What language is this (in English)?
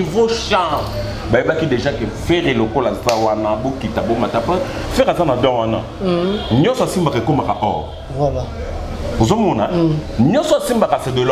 Lingala